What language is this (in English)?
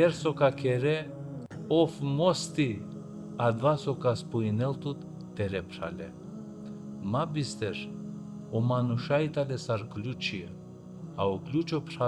Balkan Romani